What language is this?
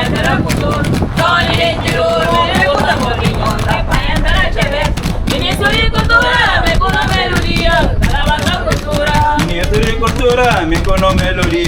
Kabuverdianu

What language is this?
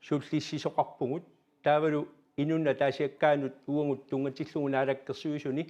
Kalaallisut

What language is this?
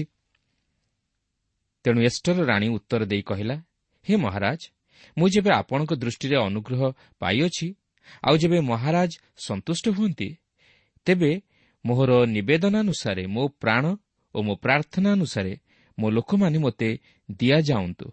Odia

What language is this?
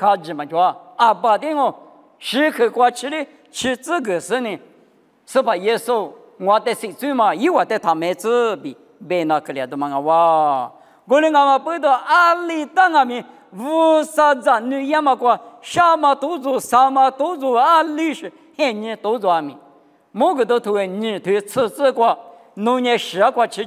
Lisu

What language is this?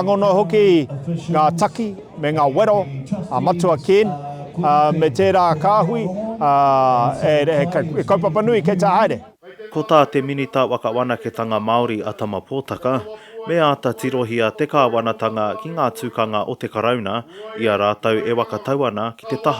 Māori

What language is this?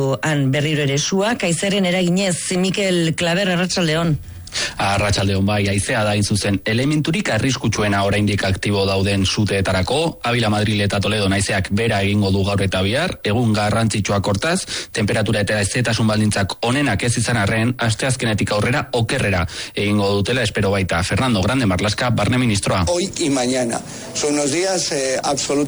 Basque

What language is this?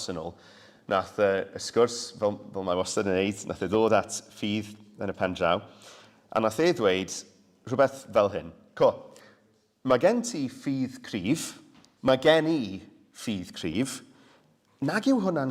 Welsh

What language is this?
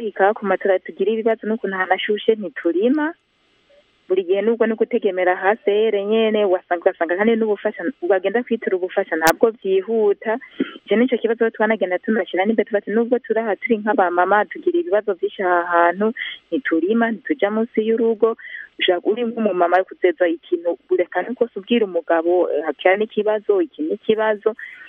Kinyarwanda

